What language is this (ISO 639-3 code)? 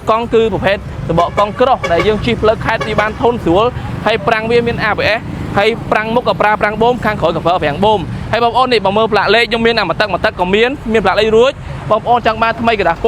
khm